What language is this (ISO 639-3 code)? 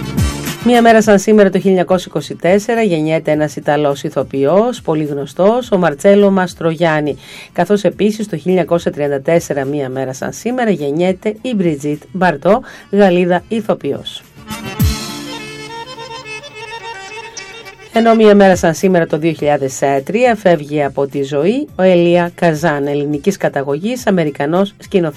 ell